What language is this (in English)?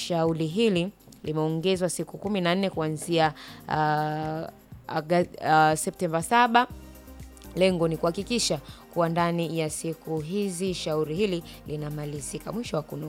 Swahili